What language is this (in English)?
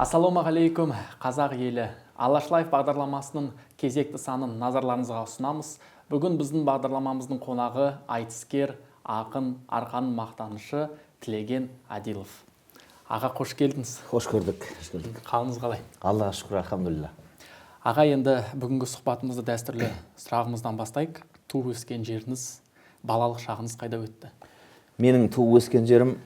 Kazakh